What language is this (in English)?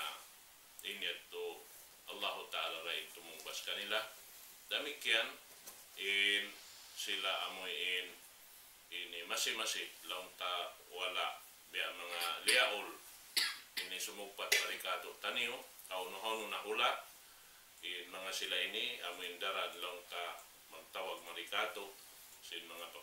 Tausug